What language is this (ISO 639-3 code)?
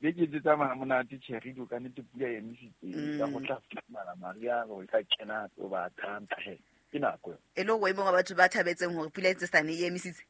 sot